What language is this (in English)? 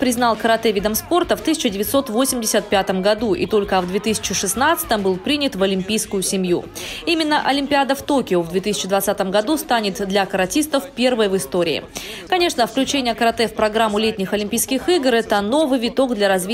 Russian